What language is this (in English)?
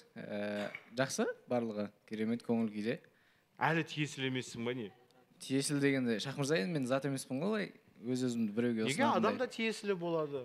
Kazakh